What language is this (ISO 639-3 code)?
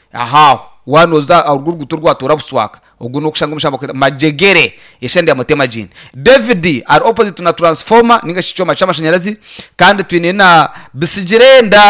nyn